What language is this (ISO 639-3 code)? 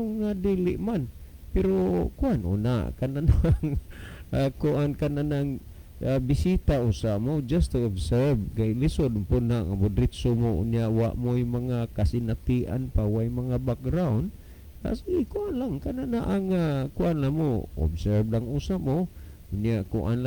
ceb